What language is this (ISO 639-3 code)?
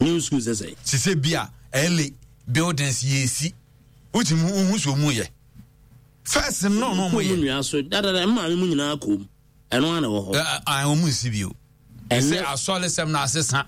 aka